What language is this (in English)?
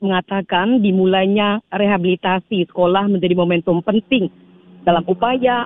Indonesian